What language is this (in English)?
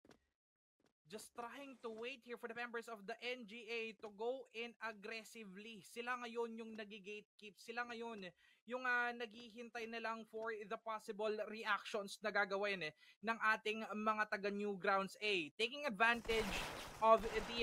Filipino